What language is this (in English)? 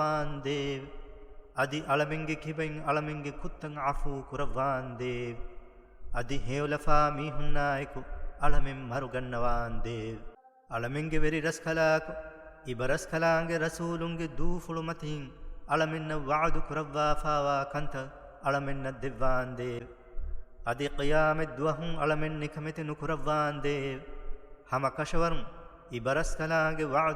Divehi